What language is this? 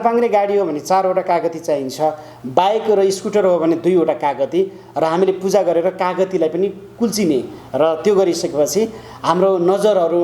Nepali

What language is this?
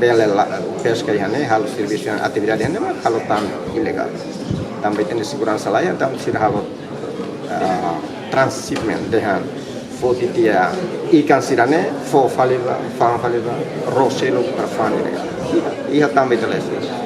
Tetum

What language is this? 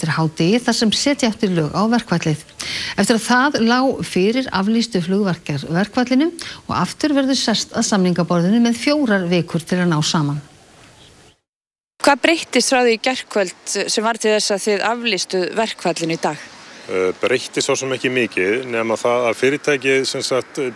Icelandic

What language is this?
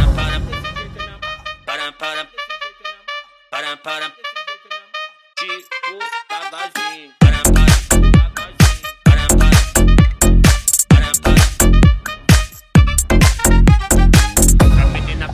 Portuguese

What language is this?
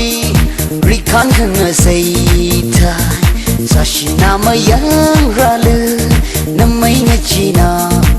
Tangkhul Naga (India)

